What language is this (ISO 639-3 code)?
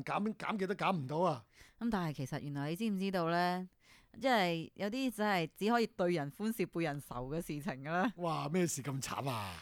yue